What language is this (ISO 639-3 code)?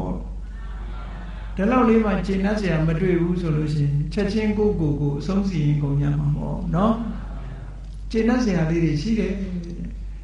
mya